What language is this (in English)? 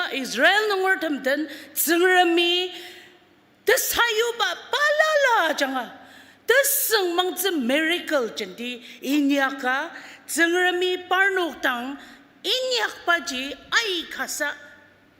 Ao Naga